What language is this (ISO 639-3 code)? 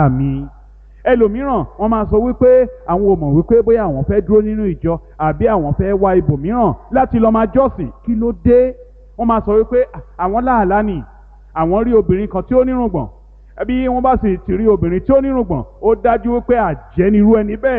yor